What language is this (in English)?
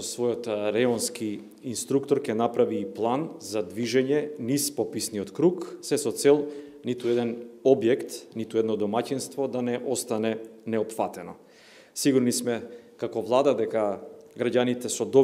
Macedonian